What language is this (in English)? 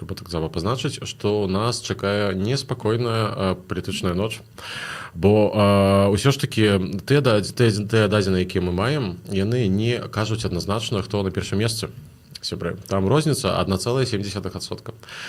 Belarusian